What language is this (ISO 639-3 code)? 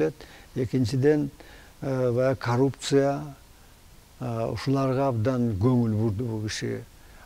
kir